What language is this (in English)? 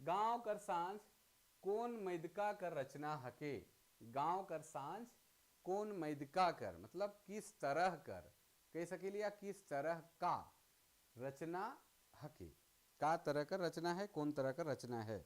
Sadri